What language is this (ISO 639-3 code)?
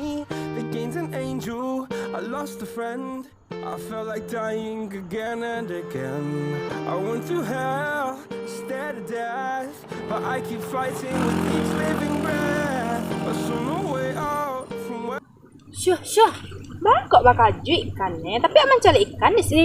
min